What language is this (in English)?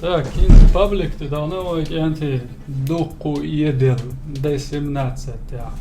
Chechen